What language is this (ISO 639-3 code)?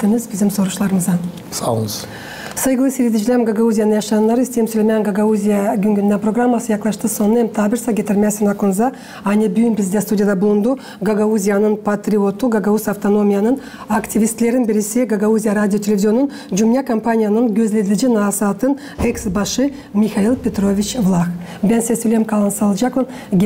gag